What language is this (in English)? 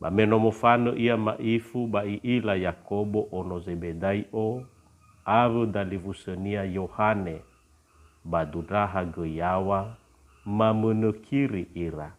Nias